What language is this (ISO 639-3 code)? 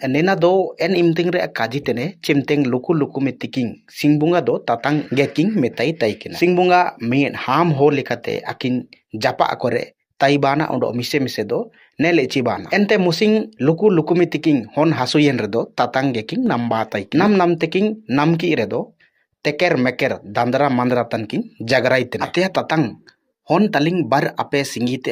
hoc